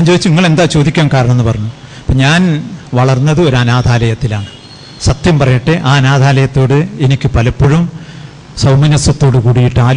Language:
Malayalam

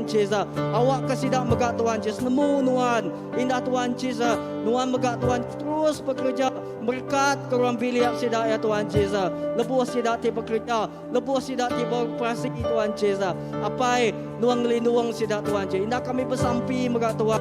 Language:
Iban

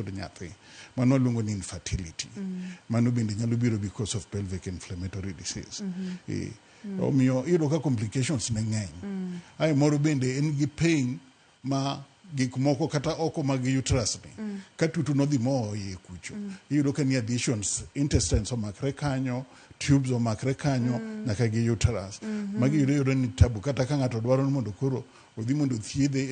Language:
Luo (Kenya and Tanzania)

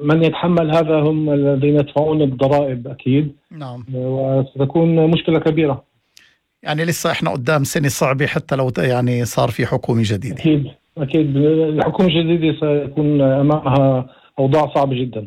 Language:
North Levantine Arabic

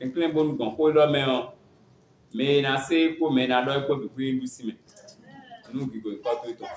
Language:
Fon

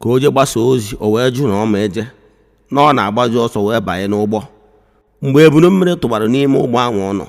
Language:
Igbo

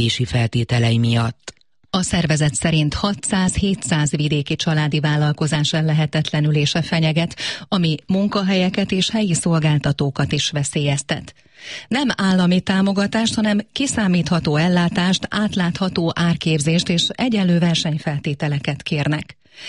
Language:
Hungarian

